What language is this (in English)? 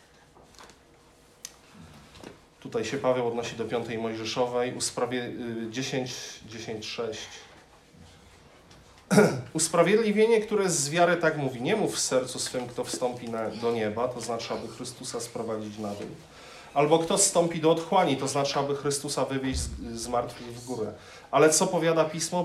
Polish